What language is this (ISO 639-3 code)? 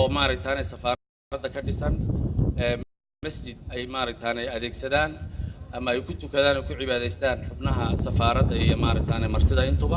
som